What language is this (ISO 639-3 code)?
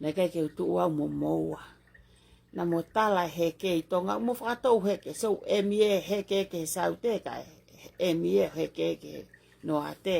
ton